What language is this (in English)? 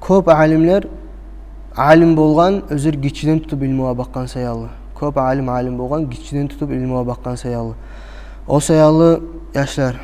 Kumyk